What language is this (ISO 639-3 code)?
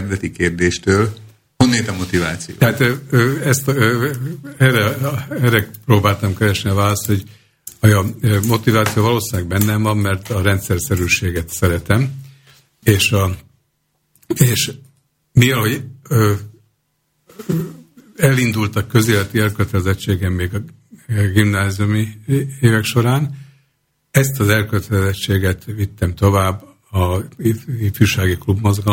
hun